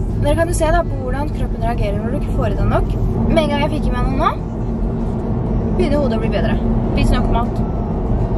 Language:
Norwegian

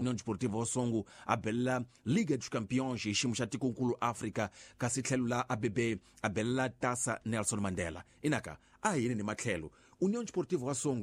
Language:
Tsonga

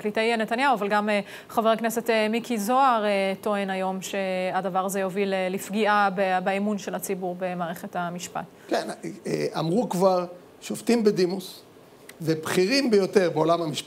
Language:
Hebrew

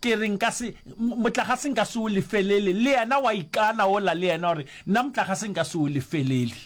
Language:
Northern Sotho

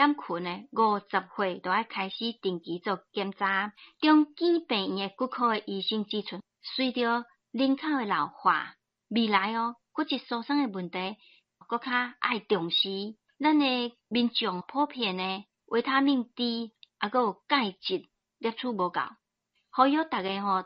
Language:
Min Nan Chinese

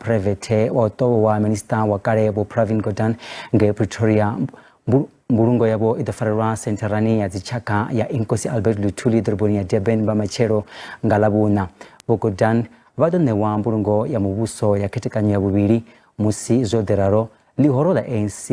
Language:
Venda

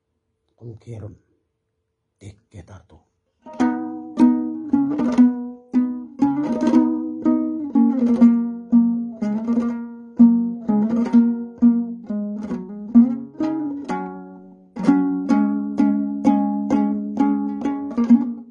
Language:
Kazakh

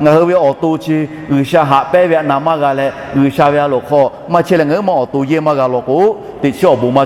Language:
Lahu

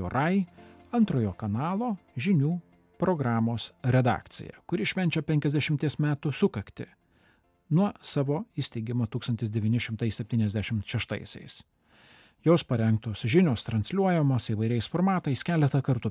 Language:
Lithuanian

